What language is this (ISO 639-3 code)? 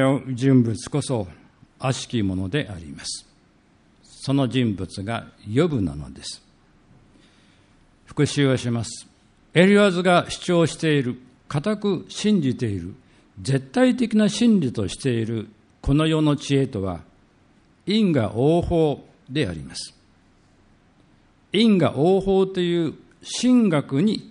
jpn